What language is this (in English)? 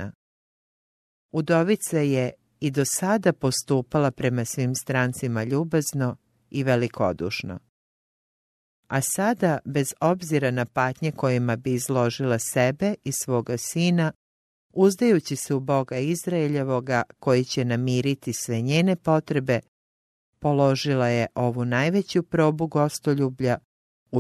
Croatian